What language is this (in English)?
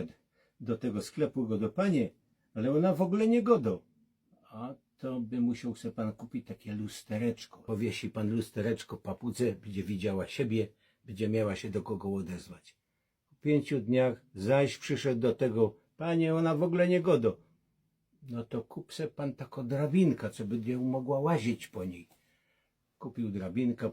Silesian